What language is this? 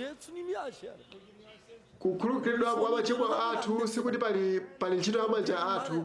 Nyanja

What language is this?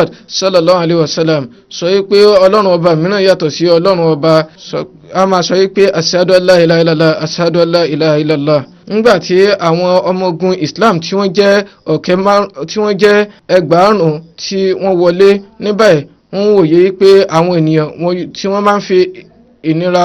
Yoruba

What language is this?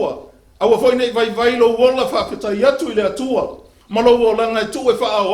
Samoan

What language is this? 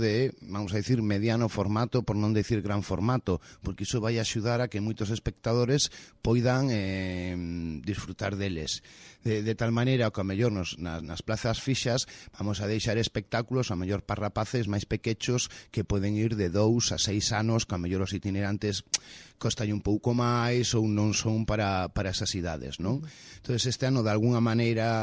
Galician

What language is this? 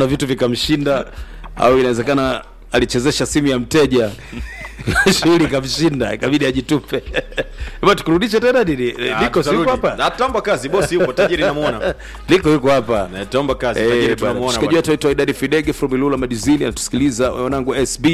Swahili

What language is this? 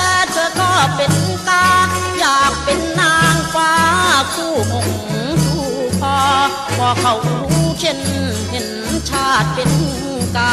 Thai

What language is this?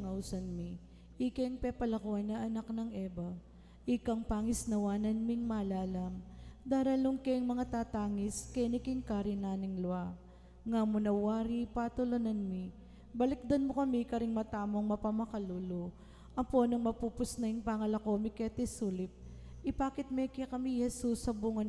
Pampanga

